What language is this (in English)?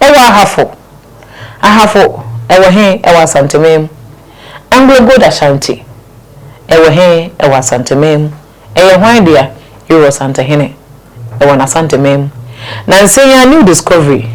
Akan